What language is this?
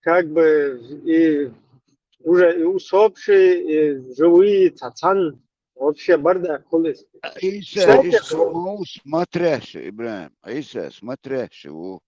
Chechen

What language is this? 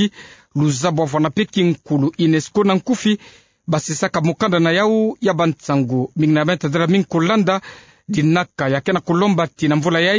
Kituba (Democratic Republic of Congo)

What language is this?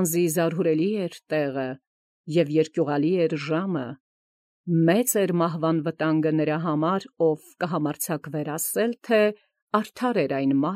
Armenian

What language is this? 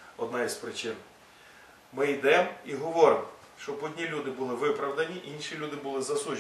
Ukrainian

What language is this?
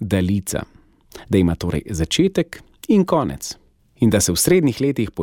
Slovenian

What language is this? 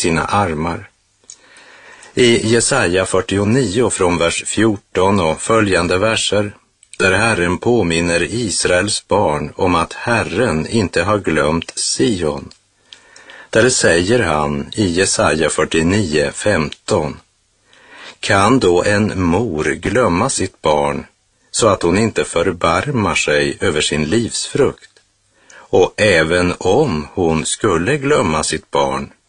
Swedish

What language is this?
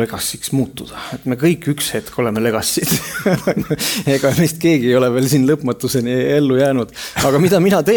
Estonian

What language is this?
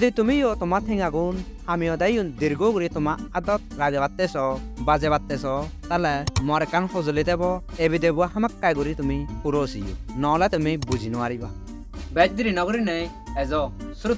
Chakma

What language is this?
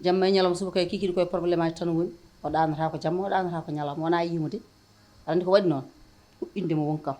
Fula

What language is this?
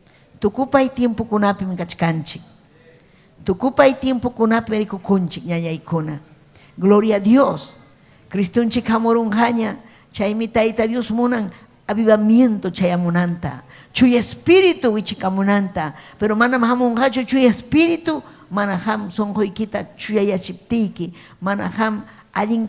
Ayacucho Quechua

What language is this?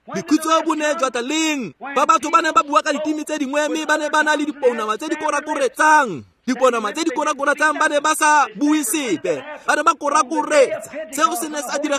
Tswana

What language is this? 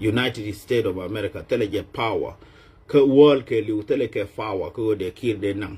Nuer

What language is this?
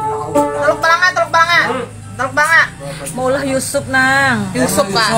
Banjar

